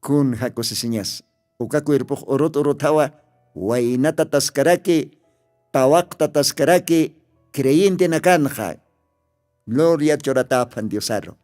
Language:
Aymara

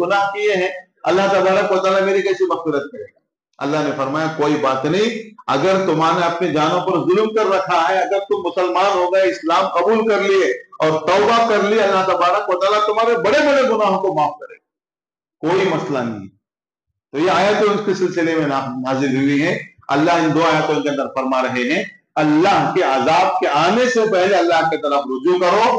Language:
Urdu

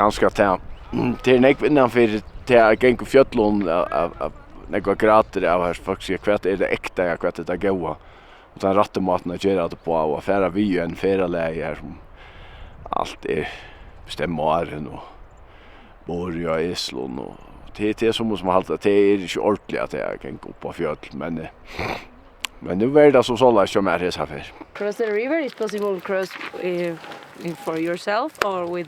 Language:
Faroese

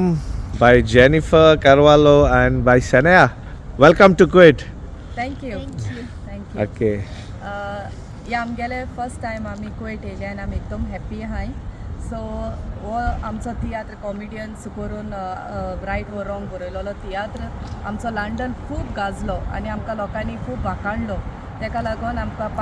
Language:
Konkani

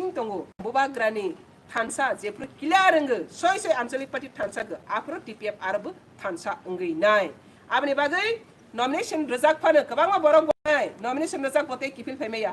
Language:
Kok Borok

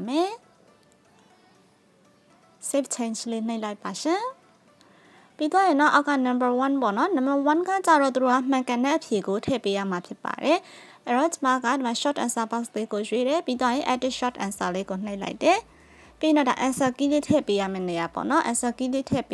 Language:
Burmese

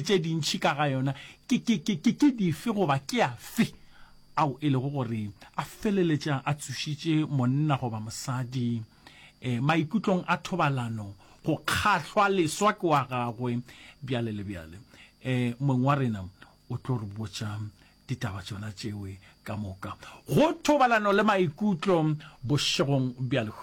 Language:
Northern Sotho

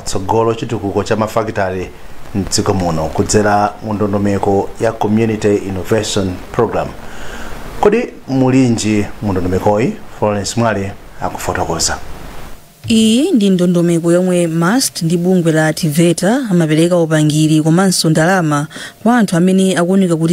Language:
Nyanja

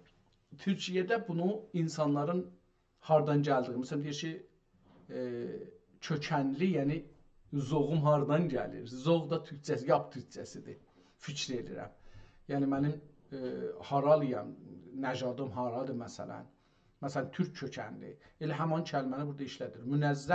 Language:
South Azerbaijani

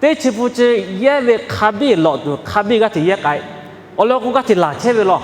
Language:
Lahu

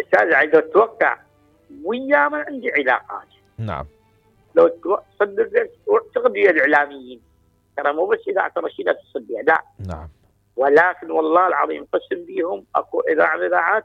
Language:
Mesopotamian Arabic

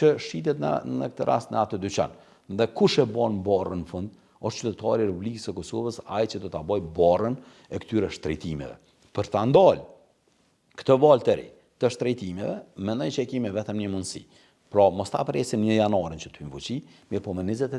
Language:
Albanian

